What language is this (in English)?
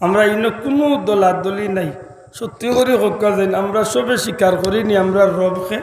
Sylheti